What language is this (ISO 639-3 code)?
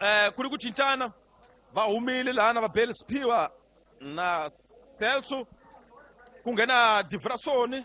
tso